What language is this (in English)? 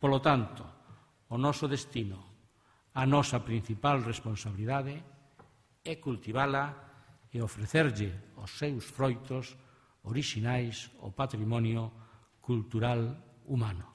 Galician